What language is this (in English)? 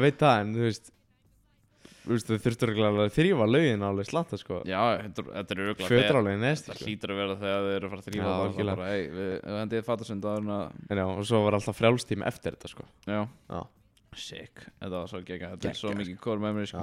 Icelandic